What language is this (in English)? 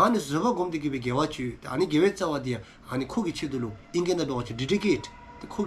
Dzongkha